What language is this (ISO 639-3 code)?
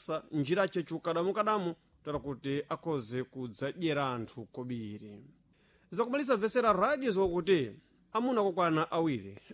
seh